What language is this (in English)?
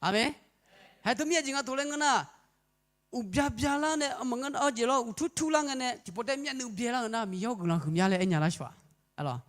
Akha